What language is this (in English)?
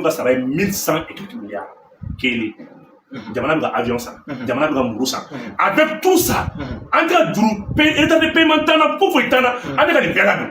Bambara